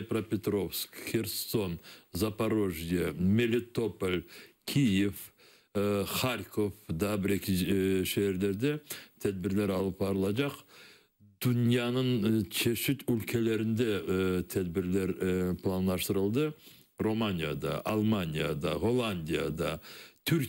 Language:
Crimean Tatar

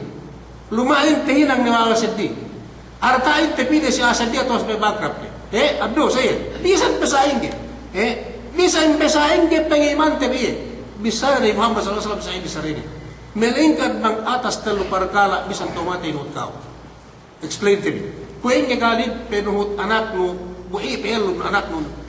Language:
Yakan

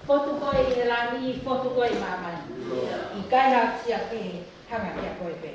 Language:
Tongan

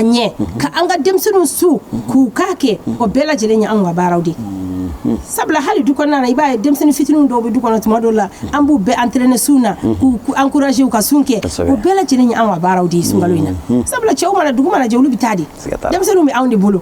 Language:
Bambara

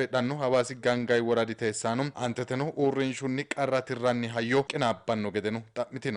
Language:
Sidamo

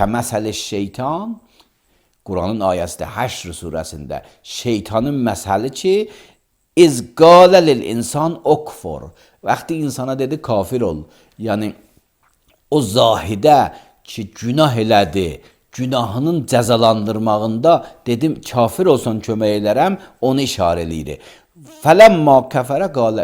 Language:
Azerbaijani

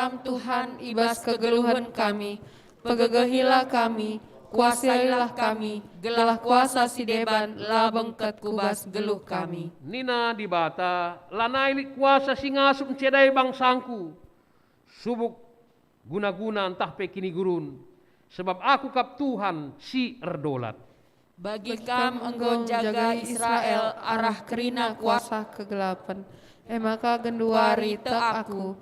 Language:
Batak Karo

